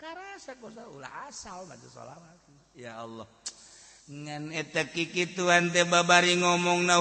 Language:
Sundanese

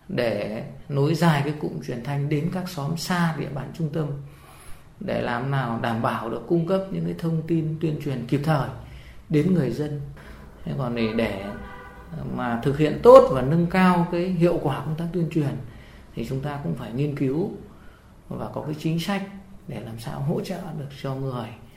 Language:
Vietnamese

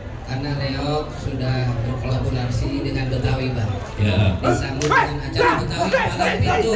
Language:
Betawi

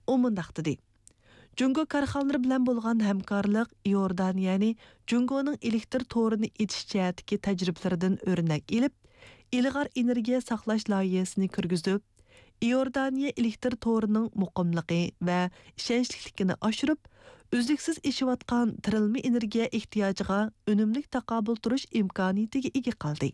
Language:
Uyghur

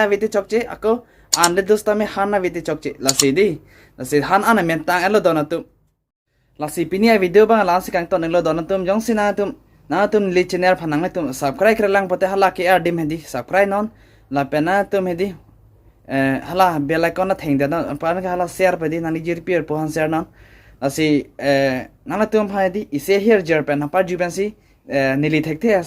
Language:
Karbi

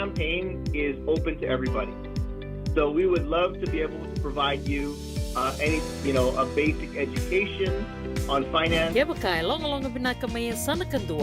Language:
Fijian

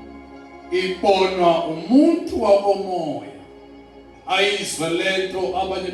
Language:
Zulu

